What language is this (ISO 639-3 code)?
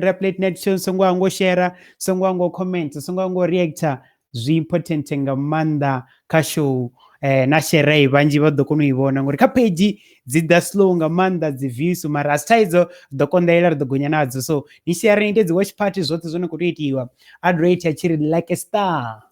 ven